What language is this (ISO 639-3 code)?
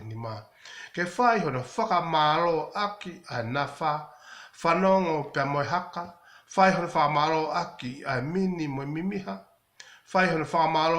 ton